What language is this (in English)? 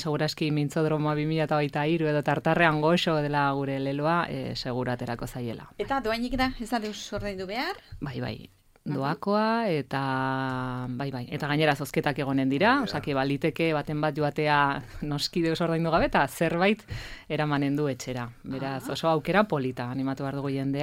Basque